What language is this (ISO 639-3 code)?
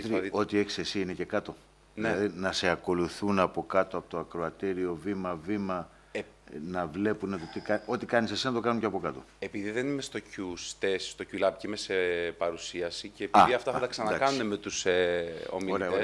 ell